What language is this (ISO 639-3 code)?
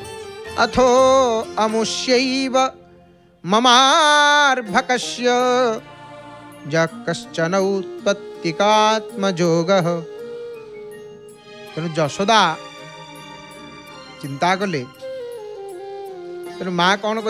ori